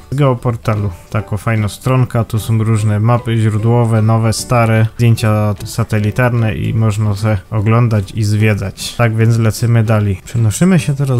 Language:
Silesian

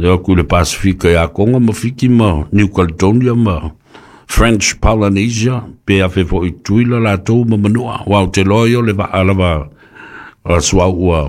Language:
Samoan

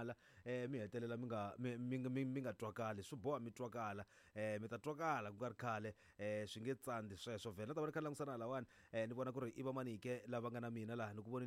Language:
Tsonga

